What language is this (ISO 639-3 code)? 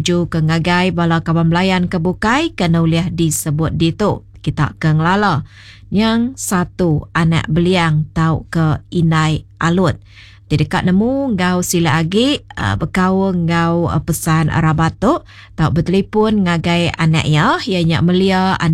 iba